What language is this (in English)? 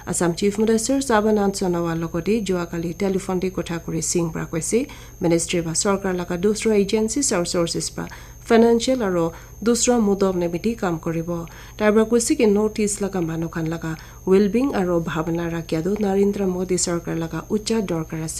Naga Pidgin